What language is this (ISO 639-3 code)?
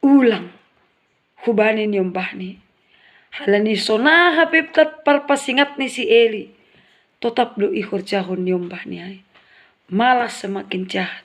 bts